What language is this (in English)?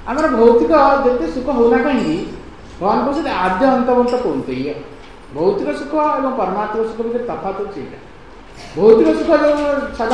Odia